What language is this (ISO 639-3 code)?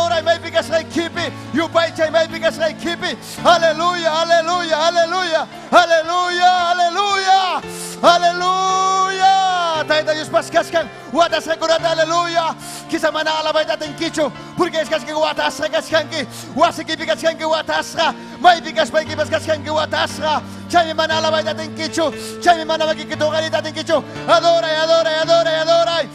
quy